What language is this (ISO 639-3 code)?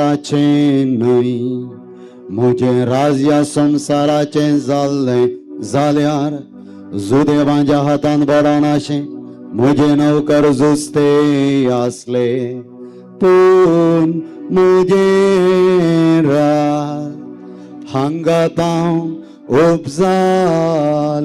kok